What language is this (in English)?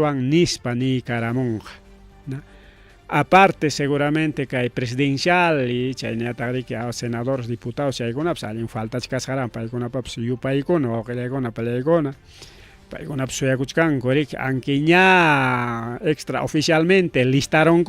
Ayacucho Quechua